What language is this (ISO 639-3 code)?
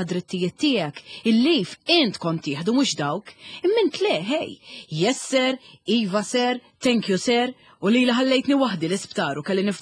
mlt